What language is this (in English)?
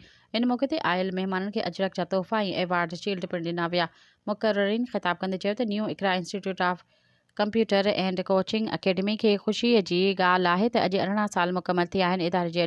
Sindhi